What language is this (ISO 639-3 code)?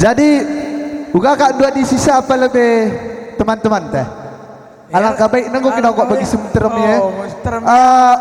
btx